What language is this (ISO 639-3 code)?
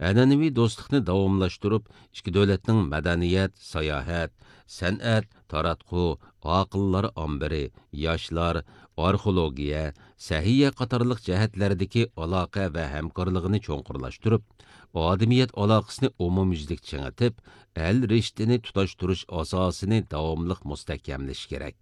uig